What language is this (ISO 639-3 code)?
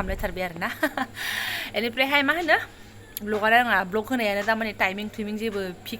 brx